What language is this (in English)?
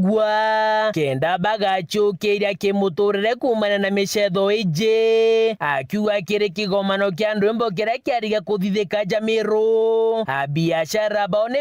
Meru